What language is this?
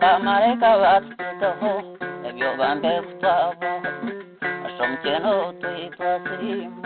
Nyankole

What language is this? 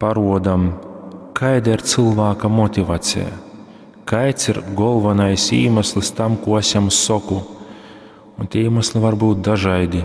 Latgalian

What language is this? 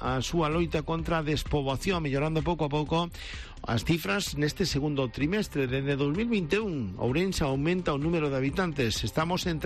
Galician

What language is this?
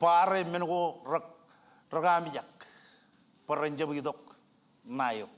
Marshallese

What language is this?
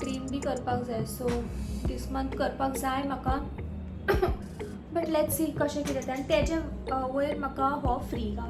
Konkani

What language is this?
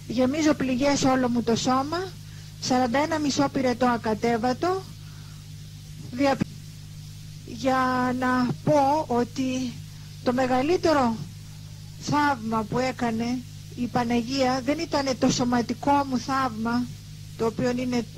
Greek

